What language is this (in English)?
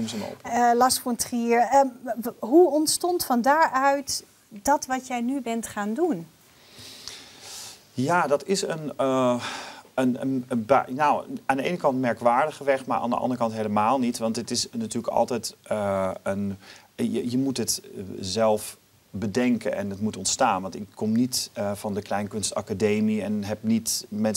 Dutch